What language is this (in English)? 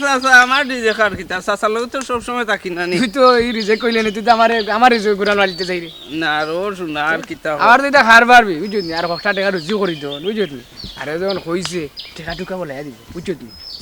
Sylheti